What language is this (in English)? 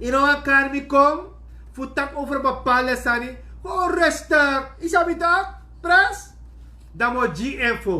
Sranan Tongo